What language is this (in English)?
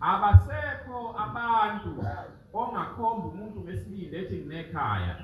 Zulu